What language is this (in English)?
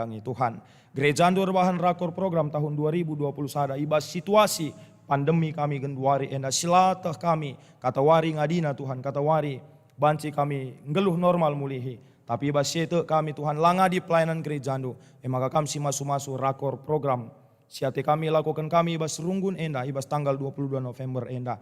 Batak Karo